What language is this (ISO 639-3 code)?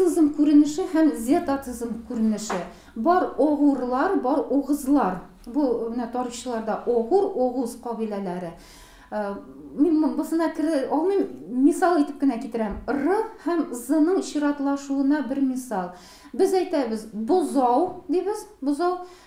tat